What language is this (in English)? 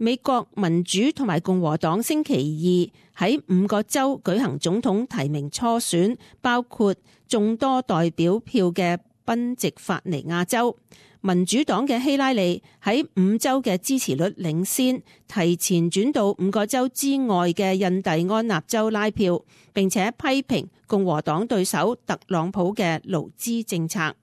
Cantonese